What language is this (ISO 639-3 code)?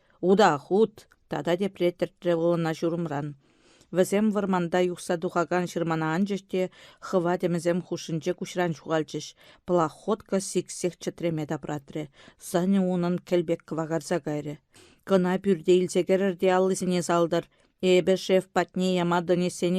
chv